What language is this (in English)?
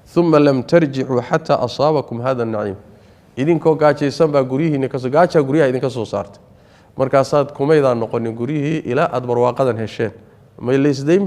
Somali